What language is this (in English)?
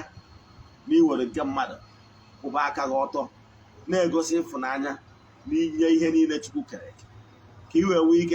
Igbo